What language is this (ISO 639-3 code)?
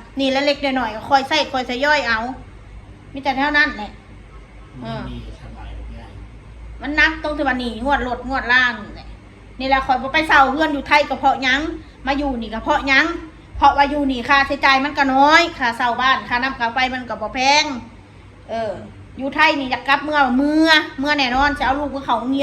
tts